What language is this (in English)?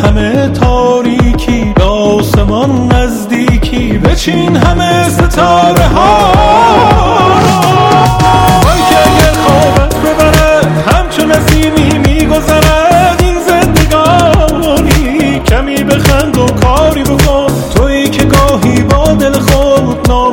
Persian